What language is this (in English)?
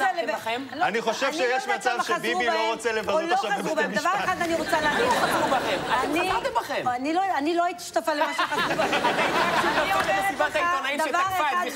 Hebrew